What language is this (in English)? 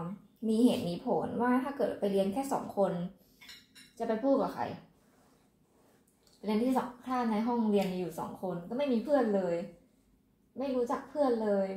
Thai